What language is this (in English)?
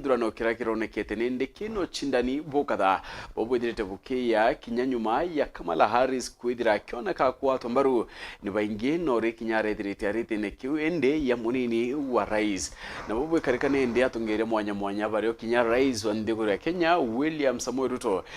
Meru